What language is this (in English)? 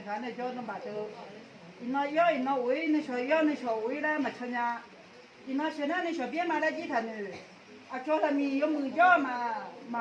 Akha